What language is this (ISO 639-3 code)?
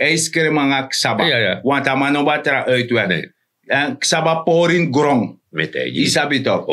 srn